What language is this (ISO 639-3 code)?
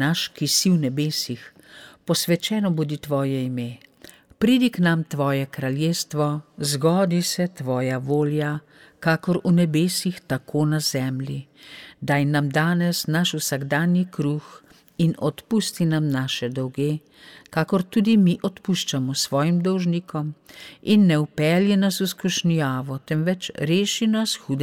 slv